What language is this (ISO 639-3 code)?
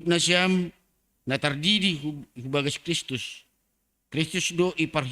bts